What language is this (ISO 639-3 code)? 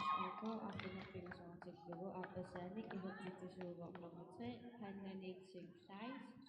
kal